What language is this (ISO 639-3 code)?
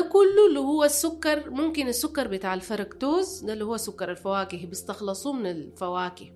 apd